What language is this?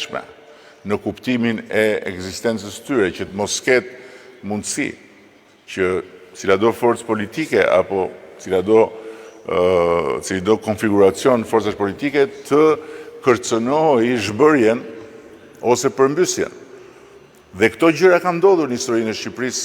Albanian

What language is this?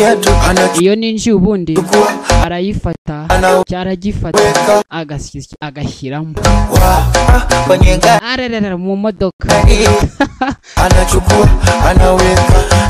Kinyarwanda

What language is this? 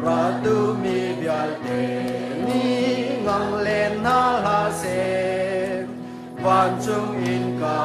Hakha Chin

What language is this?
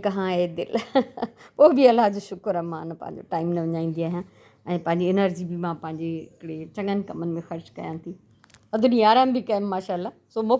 Sindhi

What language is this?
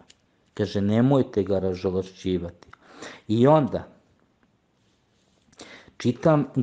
Croatian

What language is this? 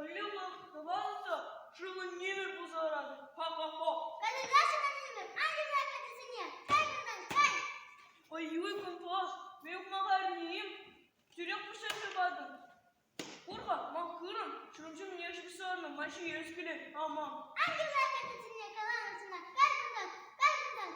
Chuvash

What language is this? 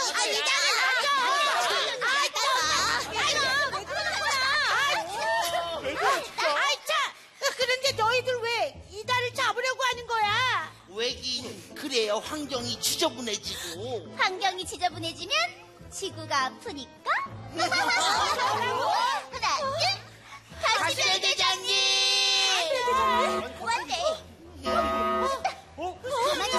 Korean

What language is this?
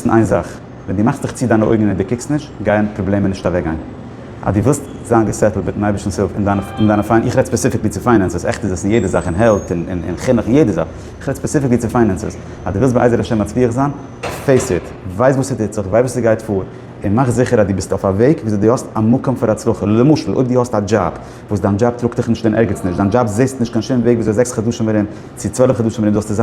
Yiddish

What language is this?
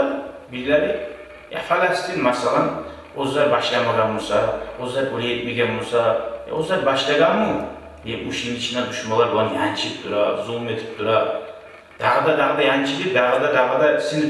Kumyk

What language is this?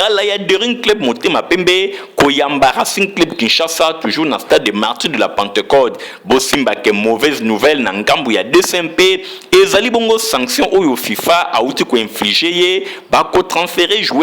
Lingala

